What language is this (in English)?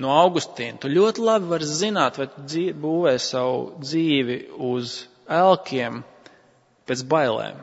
Latvian